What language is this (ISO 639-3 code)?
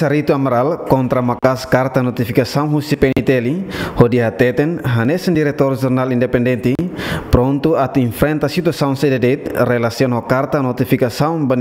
tet